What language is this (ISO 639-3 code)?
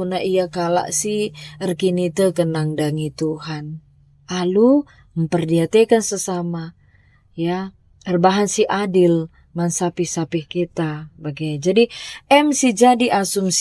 btx